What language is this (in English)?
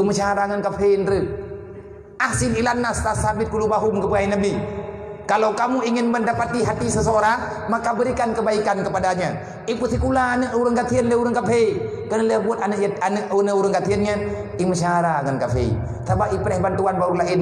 Achinese